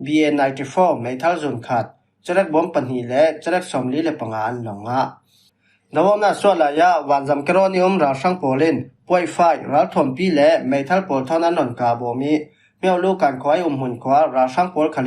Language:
Falam Chin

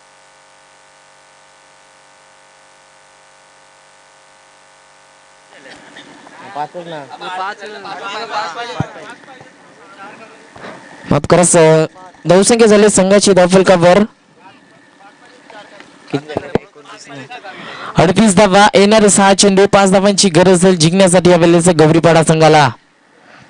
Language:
Marathi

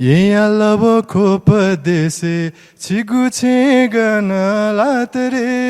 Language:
Newari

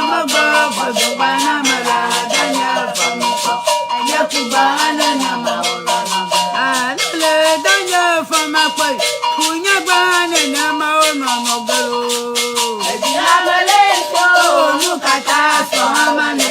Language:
Ewe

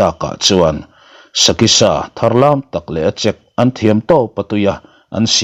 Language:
Mizo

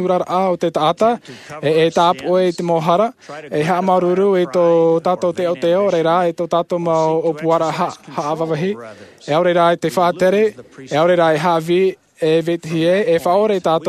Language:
Tahitian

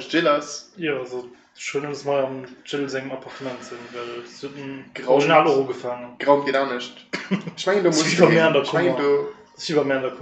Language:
Luxembourgish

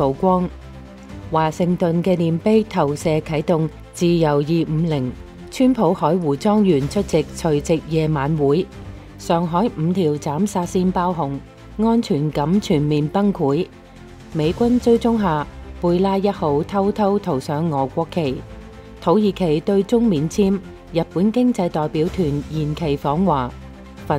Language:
Cantonese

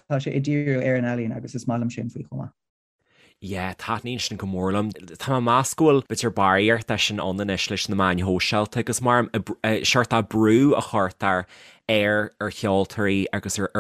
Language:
Irish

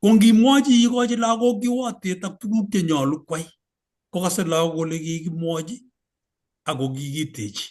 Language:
Kalenjin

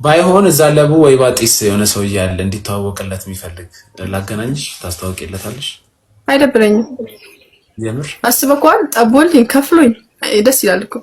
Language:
Amharic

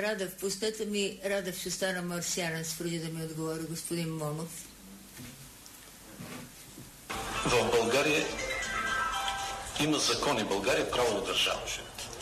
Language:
Bulgarian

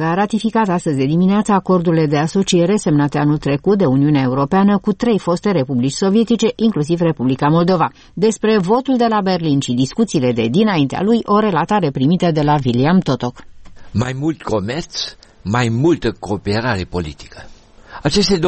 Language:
Romanian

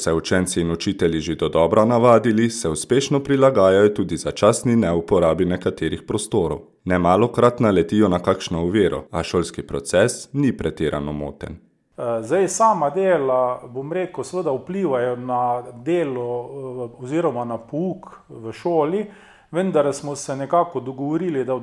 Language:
Slovenian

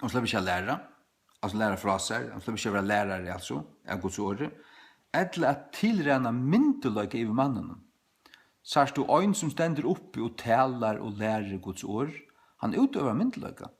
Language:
Faroese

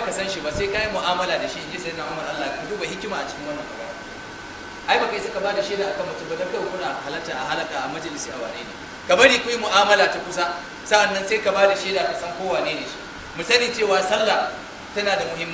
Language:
Hausa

